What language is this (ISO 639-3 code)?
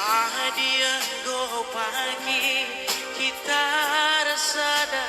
btx